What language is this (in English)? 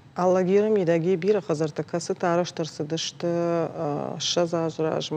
Ossetic